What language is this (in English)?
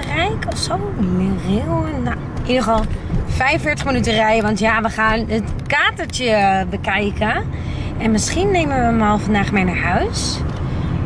Dutch